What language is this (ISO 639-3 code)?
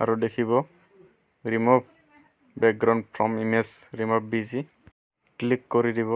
asm